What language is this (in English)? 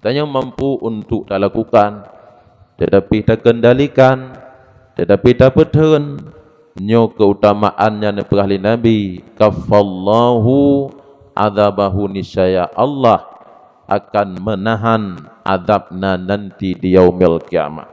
Achinese